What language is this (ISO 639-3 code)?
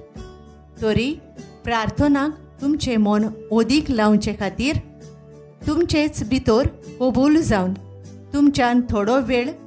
kok